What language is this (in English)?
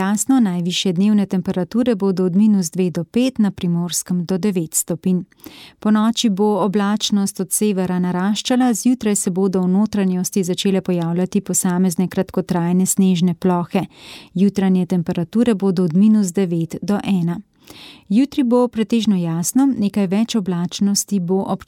Slovenian